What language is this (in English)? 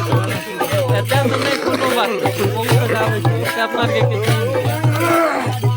Maithili